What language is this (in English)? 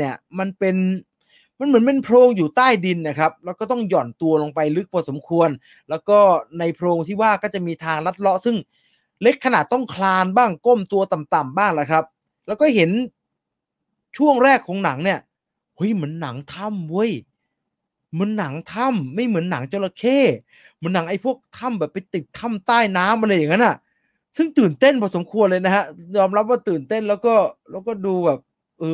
Thai